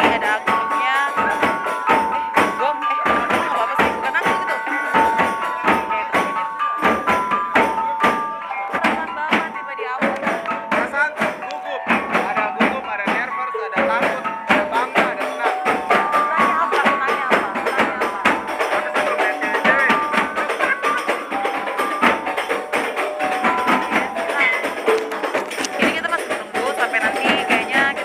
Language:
Indonesian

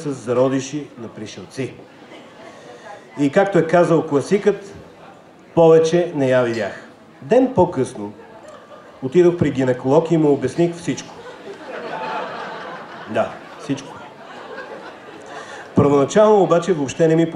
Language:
Bulgarian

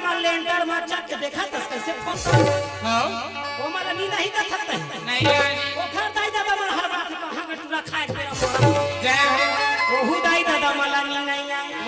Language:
Chhattisgarhi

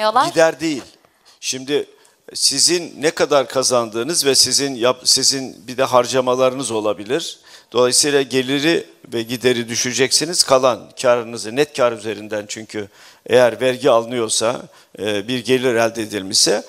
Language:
Turkish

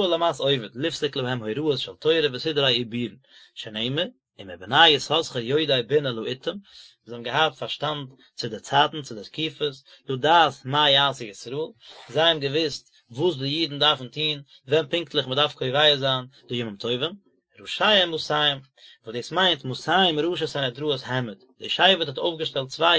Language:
Yiddish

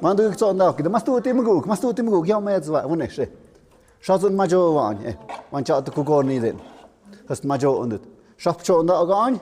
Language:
Tlahuitoltepec Mixe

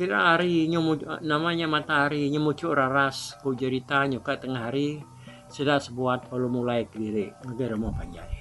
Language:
Iban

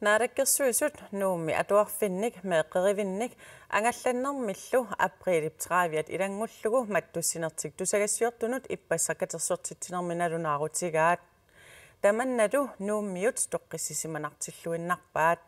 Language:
Kalaallisut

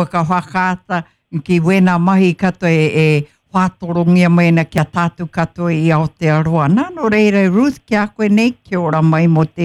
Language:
Māori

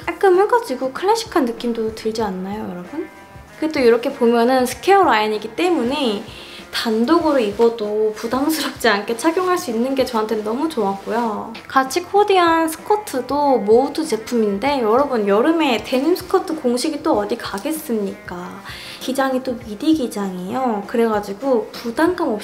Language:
Korean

